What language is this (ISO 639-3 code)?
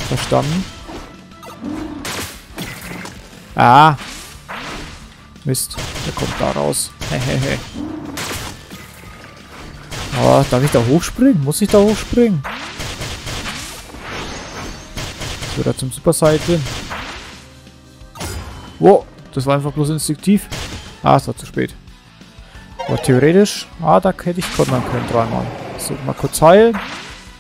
deu